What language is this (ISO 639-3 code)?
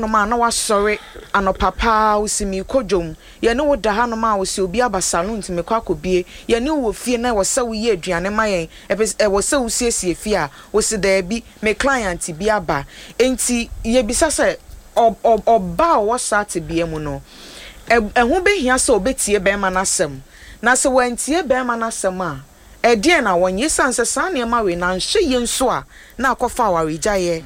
aka